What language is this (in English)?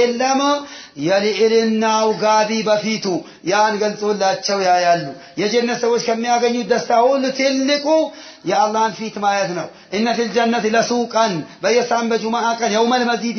Amharic